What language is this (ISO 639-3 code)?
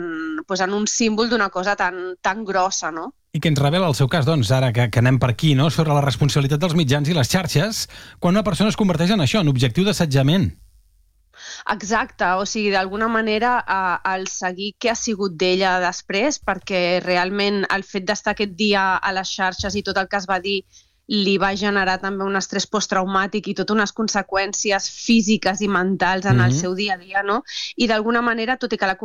cat